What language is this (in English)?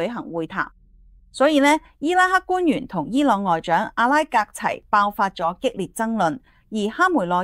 Cantonese